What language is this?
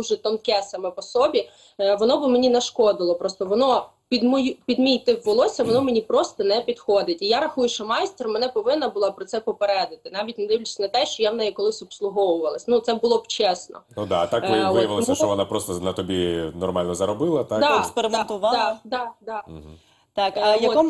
Ukrainian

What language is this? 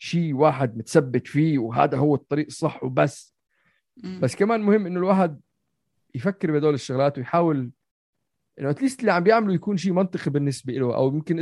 North Levantine Arabic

